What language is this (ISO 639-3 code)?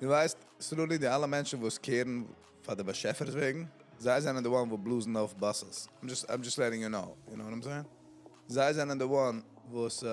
yid